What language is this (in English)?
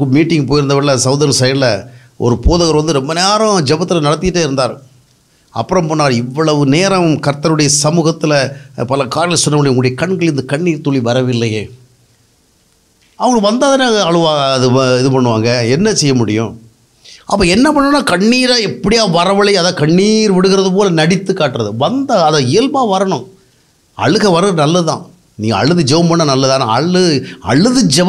Tamil